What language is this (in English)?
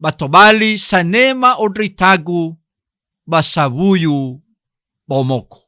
Nias